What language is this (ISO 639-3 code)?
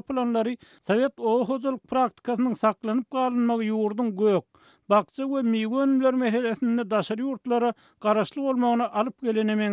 tuk